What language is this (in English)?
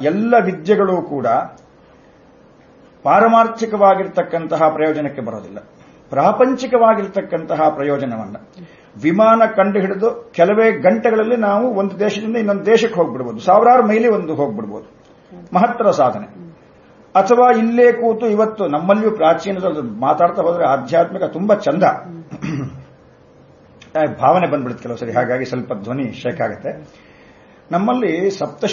Kannada